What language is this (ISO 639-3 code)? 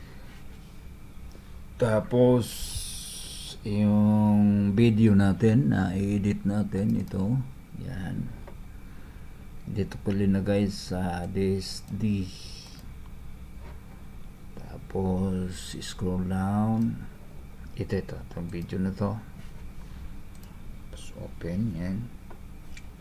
fil